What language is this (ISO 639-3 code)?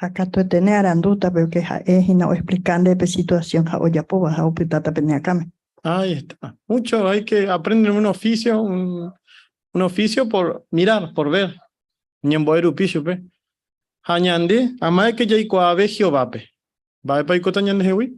grn